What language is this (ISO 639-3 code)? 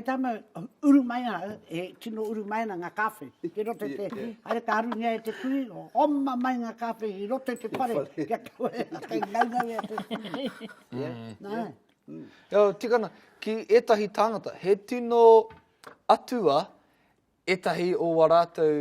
mri